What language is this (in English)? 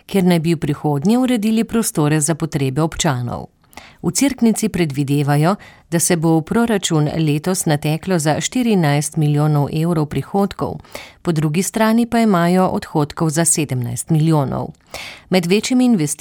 Slovenian